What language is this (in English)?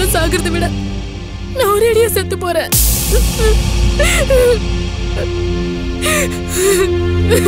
Tamil